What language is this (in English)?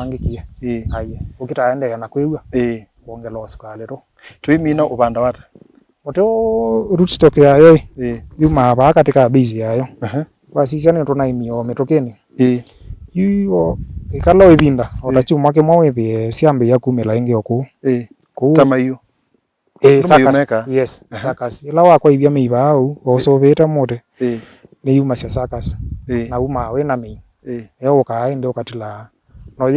Kamba